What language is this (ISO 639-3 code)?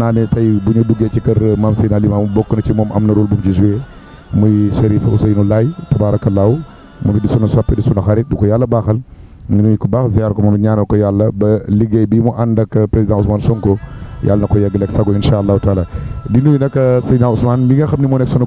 wol